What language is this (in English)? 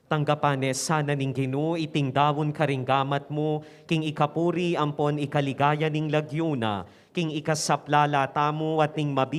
Pampanga